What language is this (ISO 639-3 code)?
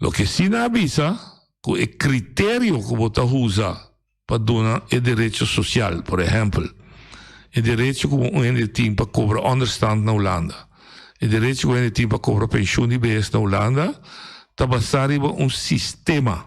pap